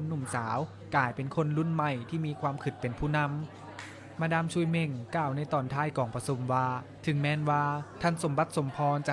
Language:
Lao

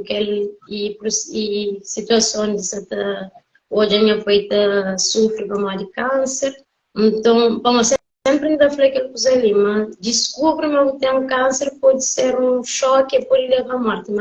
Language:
Kabuverdianu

